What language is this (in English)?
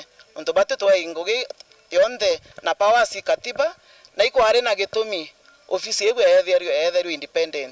Meru